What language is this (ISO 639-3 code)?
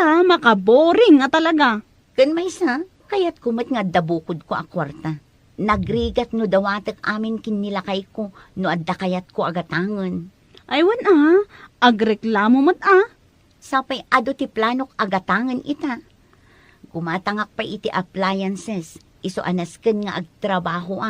ilo